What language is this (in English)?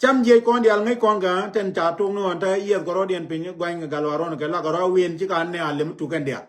Nuer